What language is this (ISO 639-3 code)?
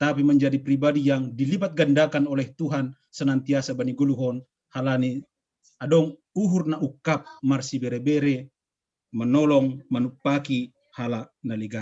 bts